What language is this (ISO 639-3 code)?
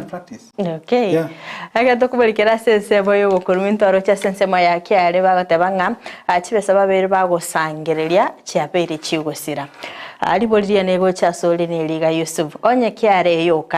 guz